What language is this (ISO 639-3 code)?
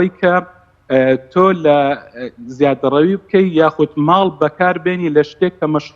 ckb